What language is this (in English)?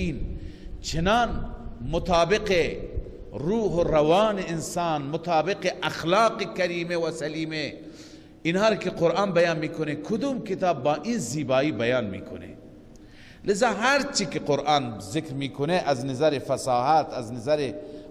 Persian